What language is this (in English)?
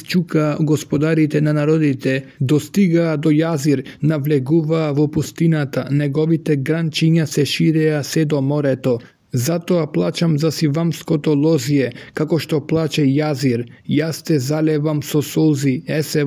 Macedonian